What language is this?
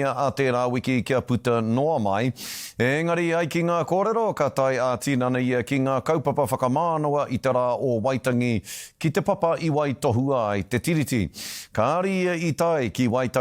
Māori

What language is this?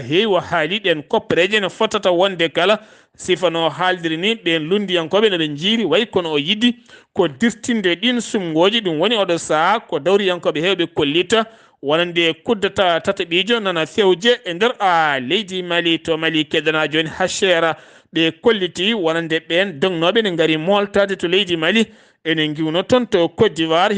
Fula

